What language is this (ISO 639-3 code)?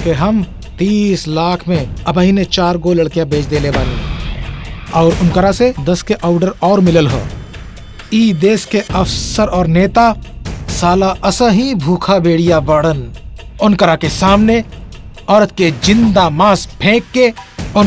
bho